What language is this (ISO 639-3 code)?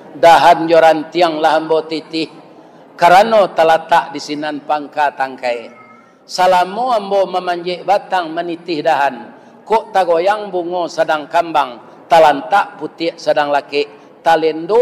min